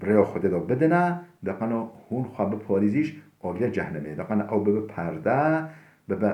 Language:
Kurdish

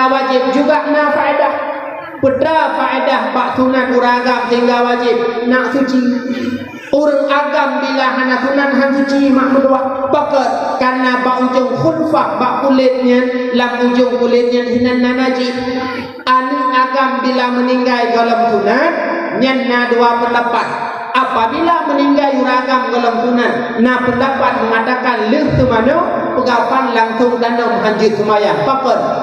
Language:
Achinese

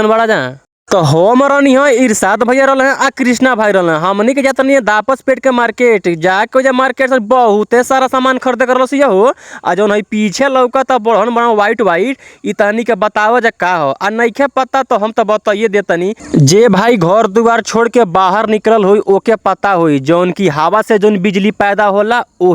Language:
Bhojpuri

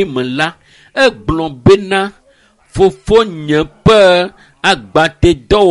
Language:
Ewe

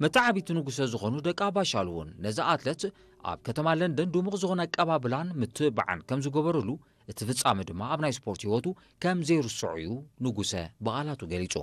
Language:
Tigrinya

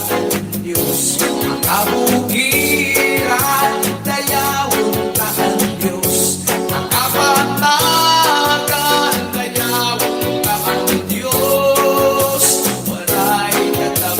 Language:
Waray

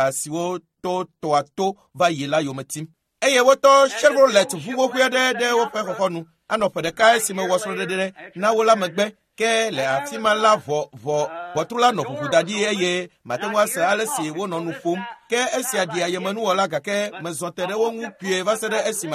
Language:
Ewe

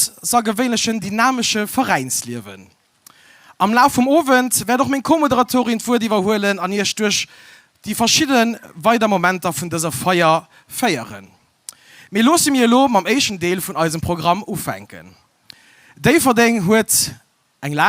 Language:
Luxembourgish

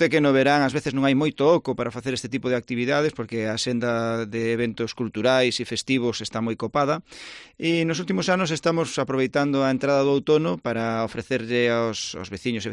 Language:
Galician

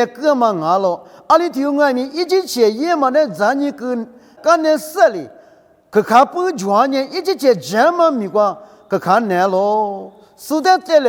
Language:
Lisu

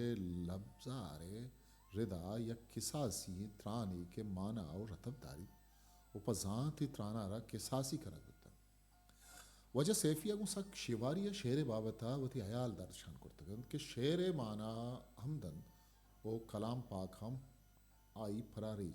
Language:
Eastern Balochi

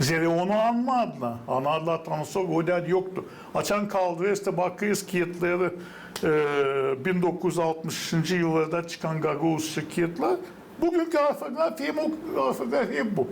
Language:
Gagauz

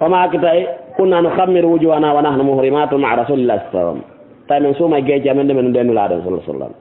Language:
Fula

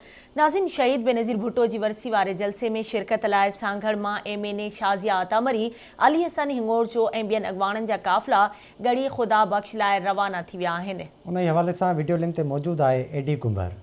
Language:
Sindhi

